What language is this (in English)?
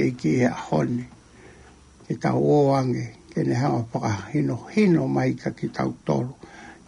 Tongan